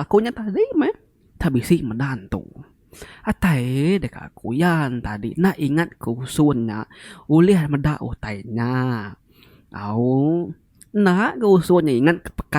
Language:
Iban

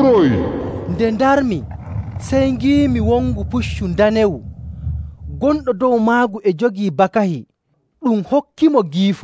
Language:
Nigerian Fulfulde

